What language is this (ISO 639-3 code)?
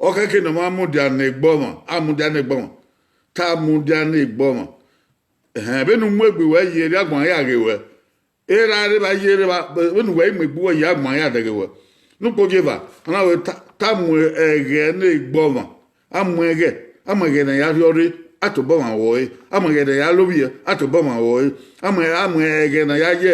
bin